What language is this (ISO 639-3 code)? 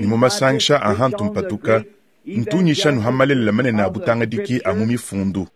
lua